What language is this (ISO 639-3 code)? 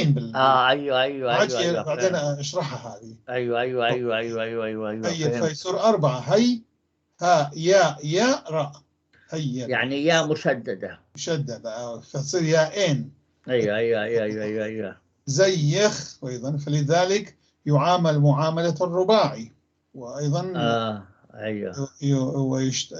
apc